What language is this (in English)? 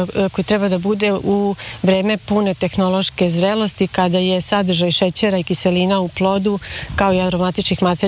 Serbian